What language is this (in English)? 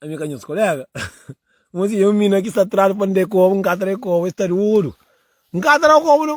Kabuverdianu